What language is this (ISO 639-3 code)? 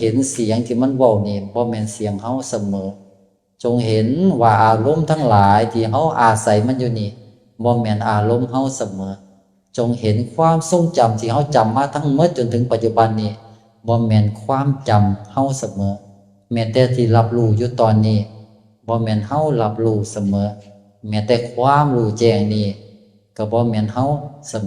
tts